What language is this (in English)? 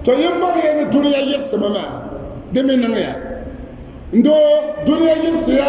Dagbani